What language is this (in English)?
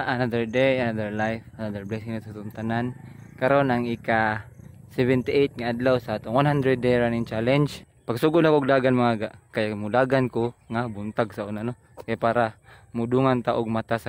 Cebuano